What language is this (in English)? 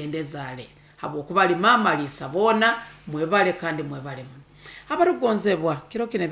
Nyoro